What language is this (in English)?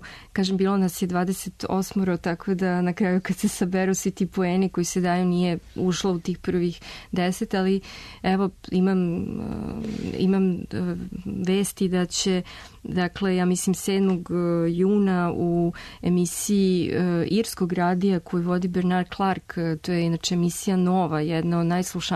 Serbian